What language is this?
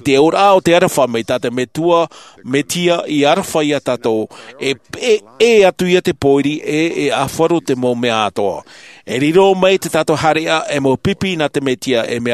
Tahitian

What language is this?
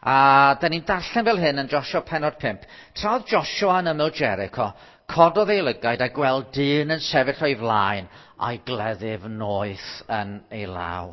Welsh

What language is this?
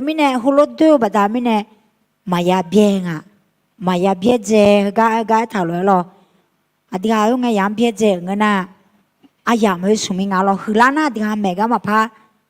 Akha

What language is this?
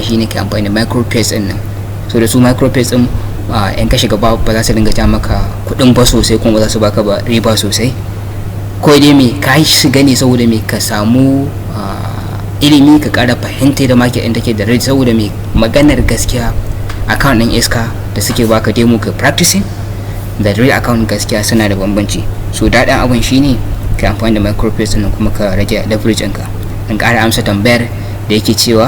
Hausa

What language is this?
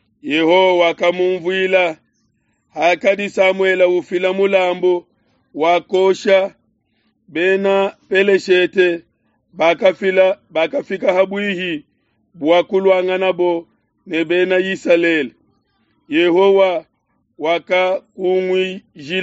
Luba-Lulua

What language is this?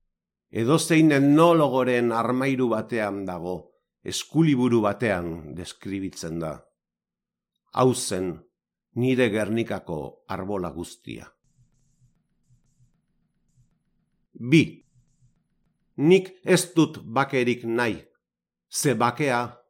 Basque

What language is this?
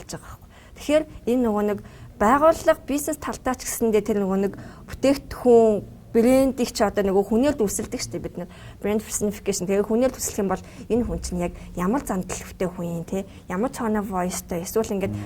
Mongolian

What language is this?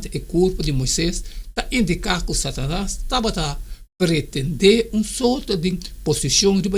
Papiamento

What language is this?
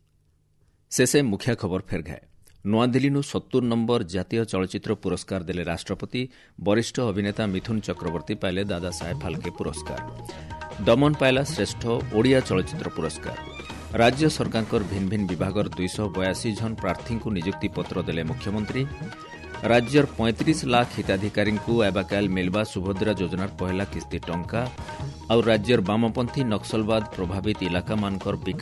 Odia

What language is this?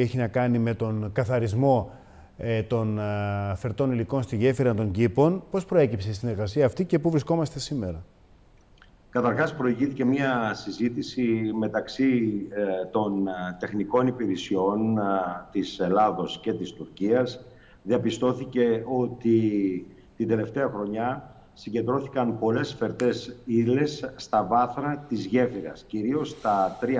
Greek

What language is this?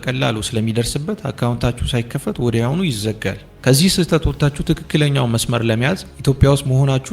Amharic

